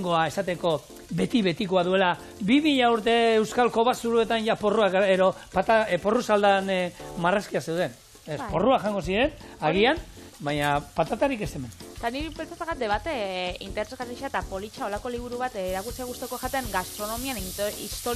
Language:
Basque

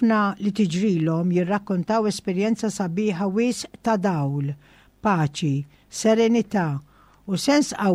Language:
Maltese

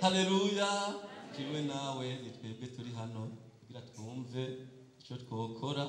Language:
Rundi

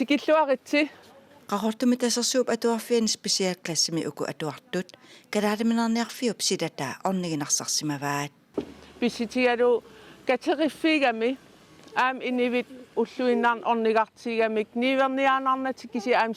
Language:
Kalaallisut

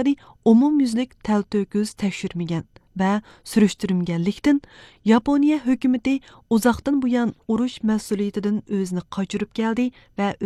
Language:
Uyghur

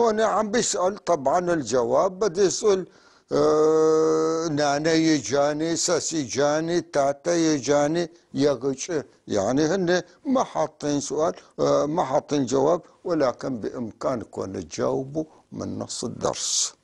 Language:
North Levantine Arabic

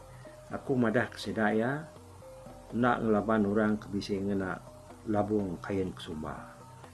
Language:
Iban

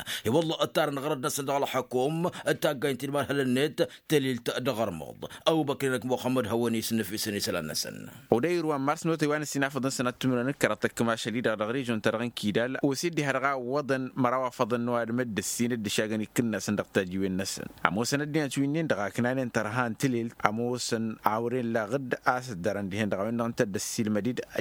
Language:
Tamasheq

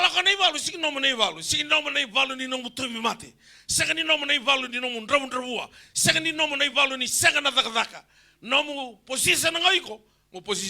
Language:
Fijian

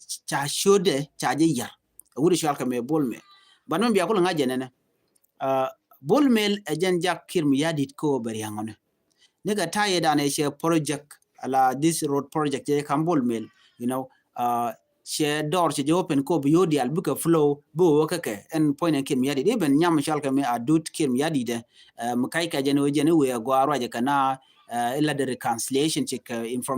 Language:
Nuer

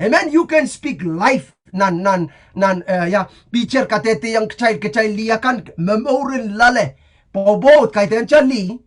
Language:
Pohnpeian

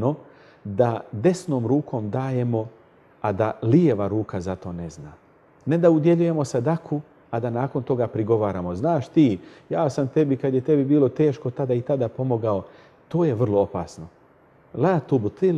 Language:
Bosnian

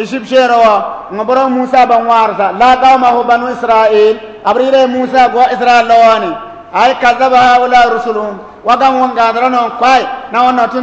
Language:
Bissa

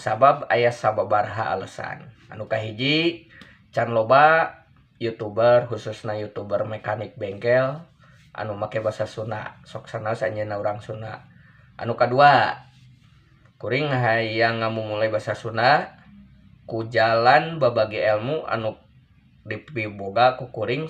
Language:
Sundanese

